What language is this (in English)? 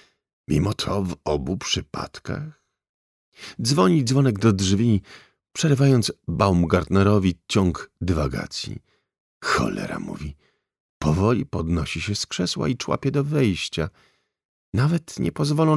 Polish